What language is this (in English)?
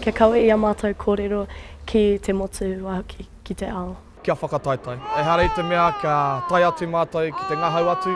Māori